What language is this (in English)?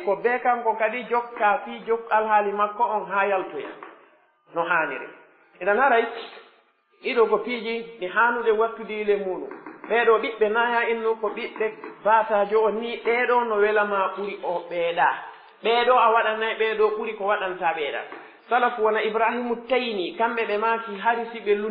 Pular